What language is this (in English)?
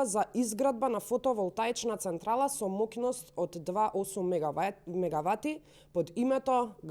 Macedonian